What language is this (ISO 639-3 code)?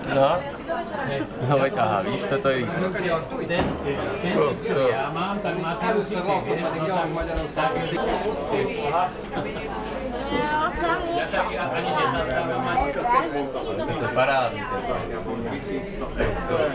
slk